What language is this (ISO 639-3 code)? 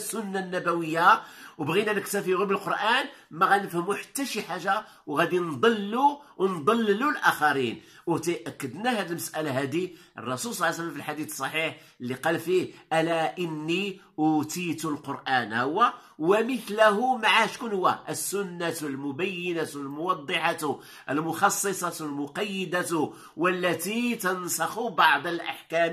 ary